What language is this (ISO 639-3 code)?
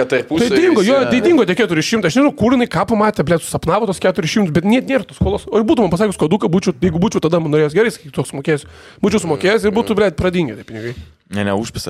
lit